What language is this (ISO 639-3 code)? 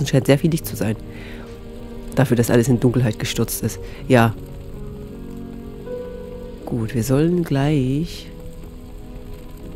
deu